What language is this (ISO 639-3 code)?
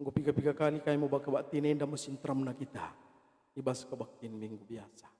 btx